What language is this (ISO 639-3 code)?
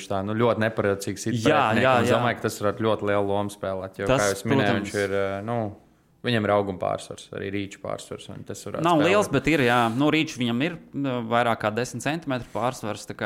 lav